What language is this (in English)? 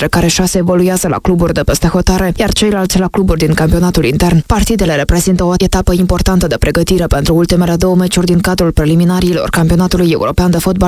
Romanian